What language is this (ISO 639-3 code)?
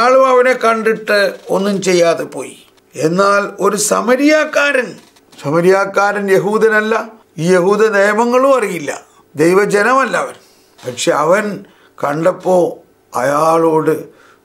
mal